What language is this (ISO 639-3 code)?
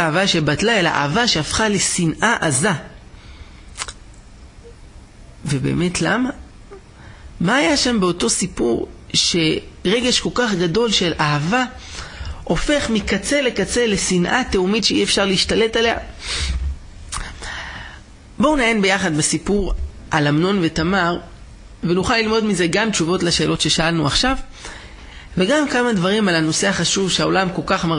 heb